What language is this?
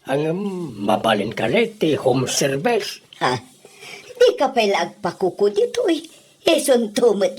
Iloko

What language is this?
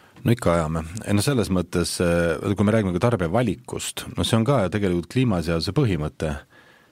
Estonian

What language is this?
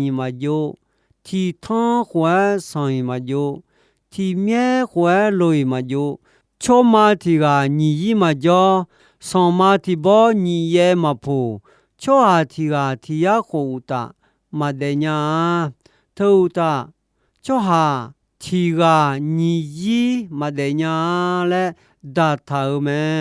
Akha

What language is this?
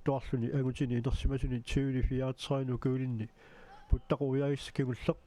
Kalaallisut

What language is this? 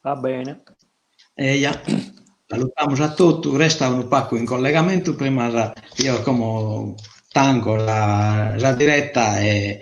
Sardinian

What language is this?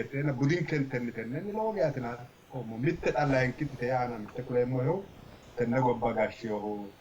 Sidamo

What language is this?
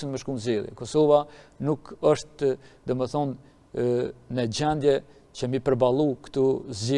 Albanian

